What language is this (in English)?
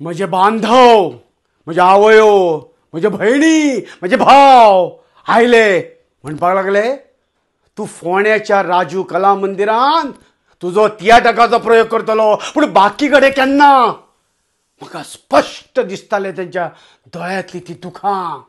Konkani